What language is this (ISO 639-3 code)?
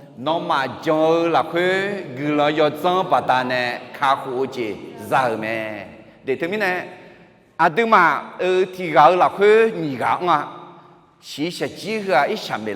ahk